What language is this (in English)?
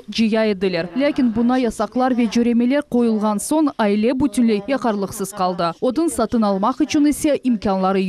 Crimean Tatar